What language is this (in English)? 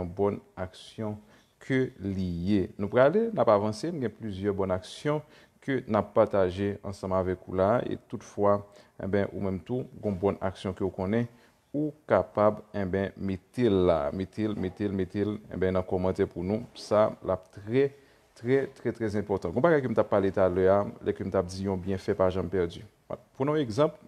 Haitian Creole